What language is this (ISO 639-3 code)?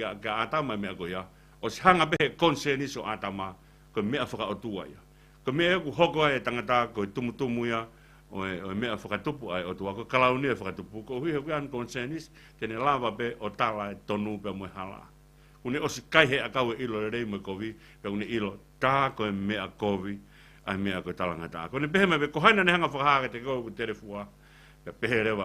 ton